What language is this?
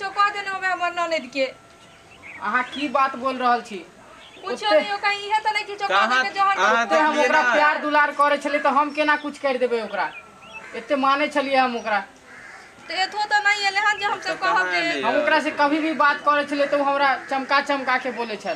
Maithili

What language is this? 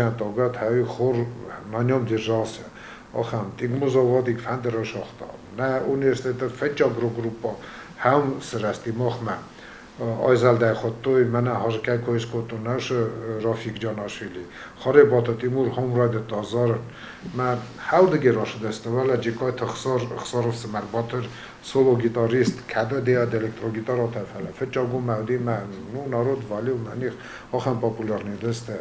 Ossetic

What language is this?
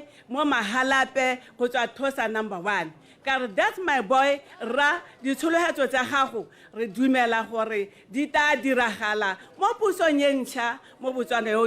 Tswana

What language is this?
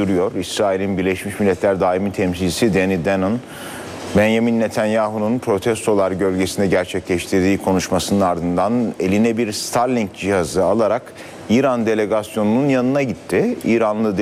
Turkish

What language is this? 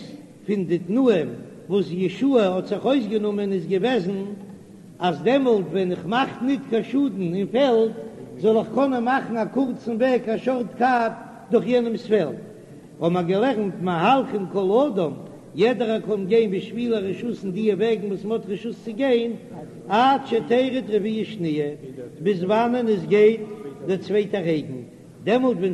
Yiddish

